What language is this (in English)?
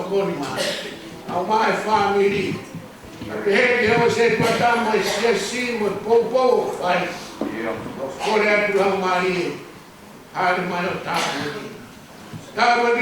Tongan